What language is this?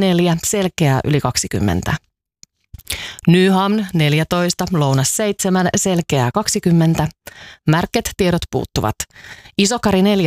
Finnish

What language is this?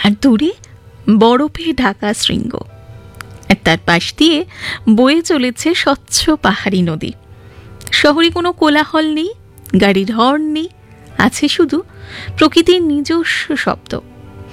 Bangla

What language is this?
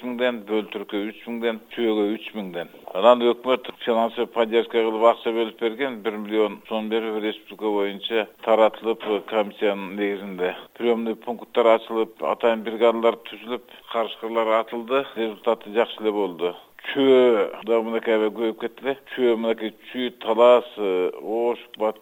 Kyrgyz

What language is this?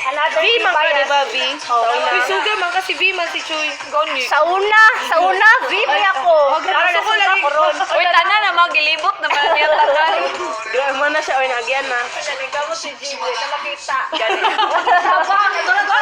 Cebuano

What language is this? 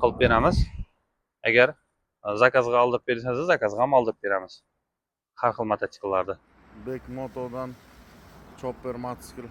Uzbek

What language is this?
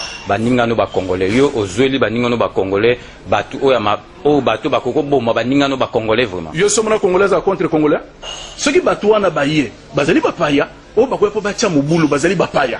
Lingala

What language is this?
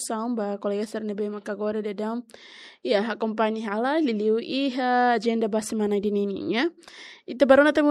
Tetum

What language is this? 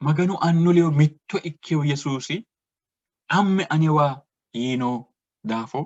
Sidamo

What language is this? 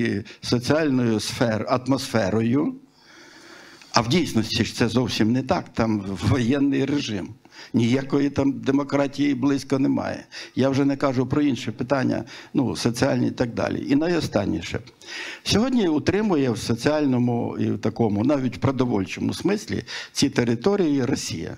Ukrainian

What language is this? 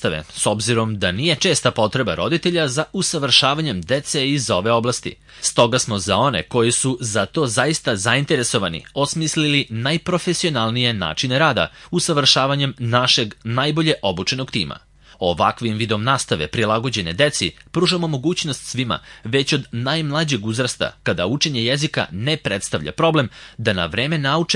Serbian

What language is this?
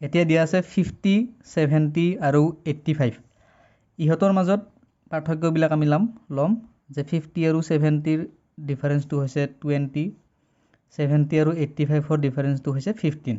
Assamese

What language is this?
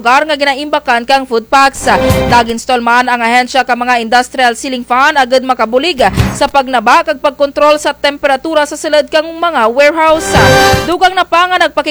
Kinaray-a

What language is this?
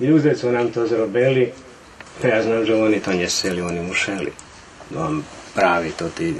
Rusyn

